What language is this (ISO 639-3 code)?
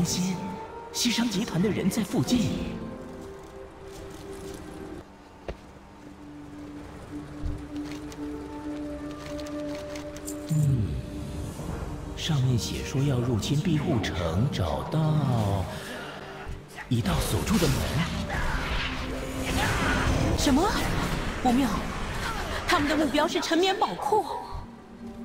zho